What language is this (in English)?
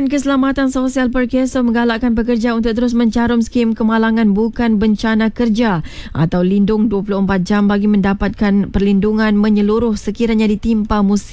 Malay